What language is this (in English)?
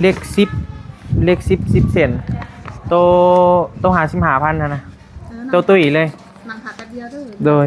Northeastern Thai